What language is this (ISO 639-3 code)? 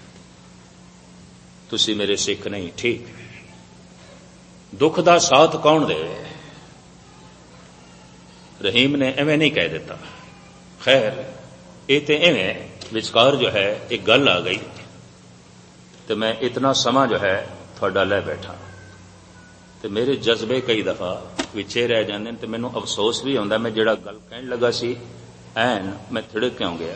pan